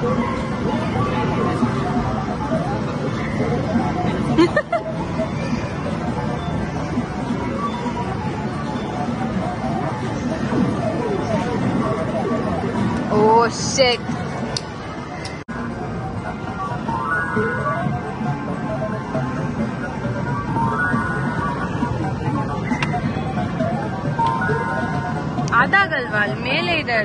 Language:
Kannada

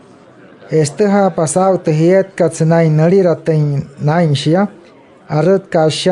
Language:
Wayuu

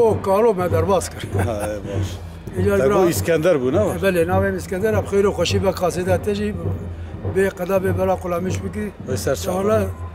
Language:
Kurdish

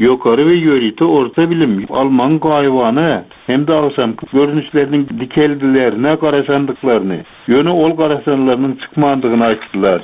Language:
Turkmen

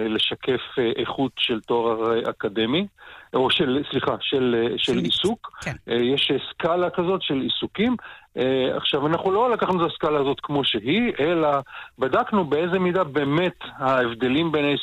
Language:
Hebrew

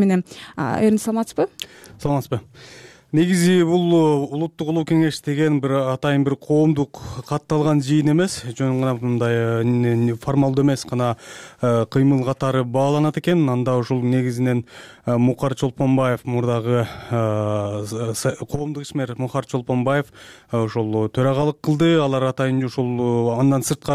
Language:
Kyrgyz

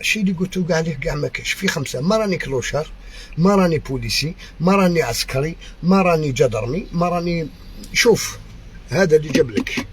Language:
Algerian Arabic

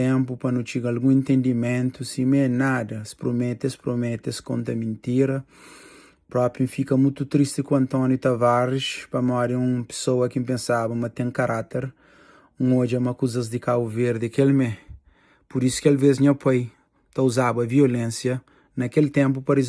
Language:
Kabuverdianu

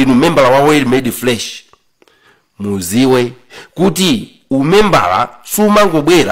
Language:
Nyanja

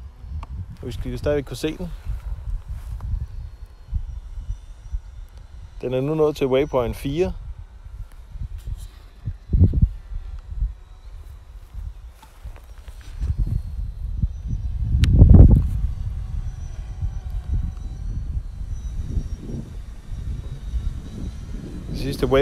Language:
Danish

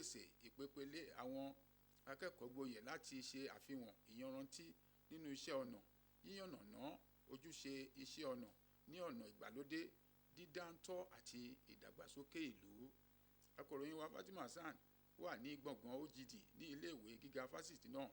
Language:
Yoruba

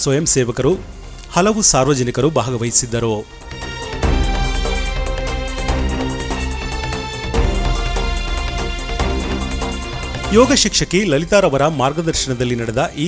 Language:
Kannada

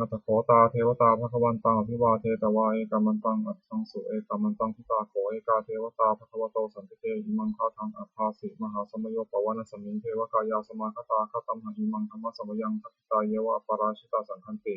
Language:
Pali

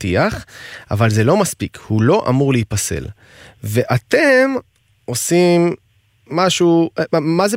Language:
Hebrew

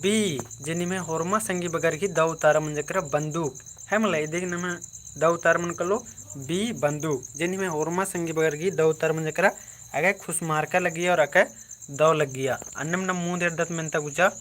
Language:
Kurukh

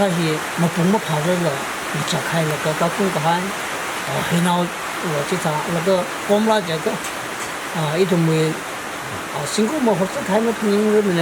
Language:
Tangkhul Naga (India)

